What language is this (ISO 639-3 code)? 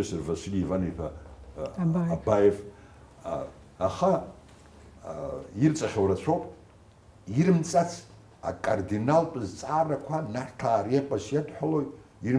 abk